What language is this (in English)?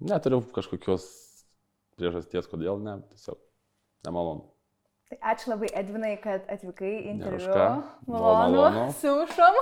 Lithuanian